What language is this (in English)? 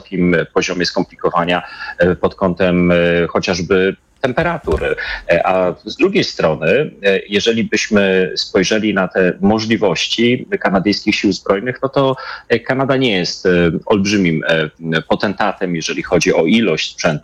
Polish